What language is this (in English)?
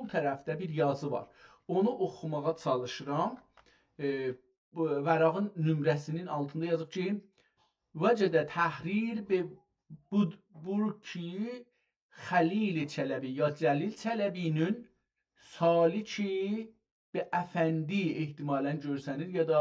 South Azerbaijani